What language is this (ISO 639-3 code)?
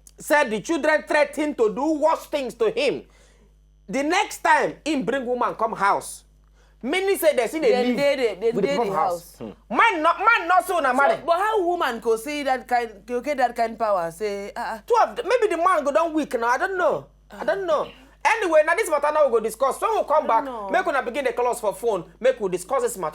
pcm